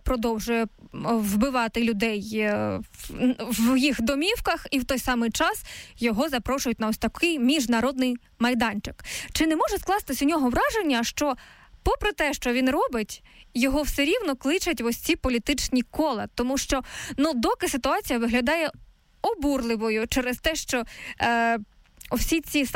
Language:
Ukrainian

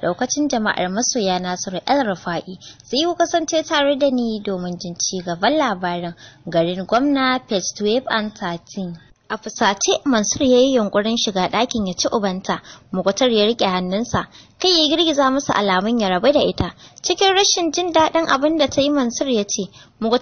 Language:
Hausa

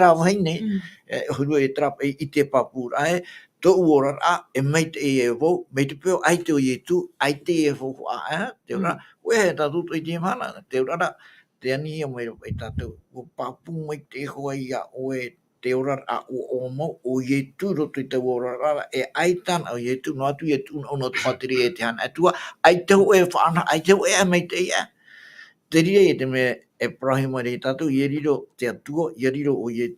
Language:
Tahitian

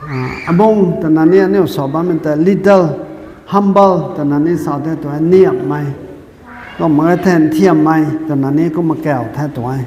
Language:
Rongmei Naga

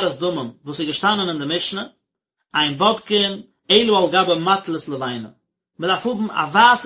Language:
Yiddish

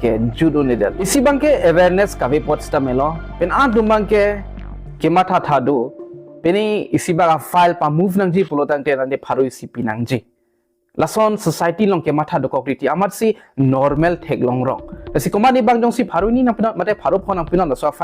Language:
Karbi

